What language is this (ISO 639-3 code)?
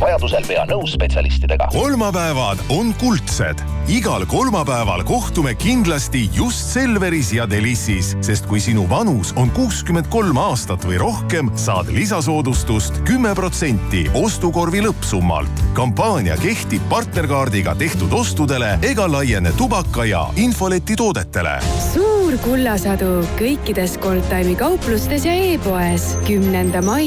est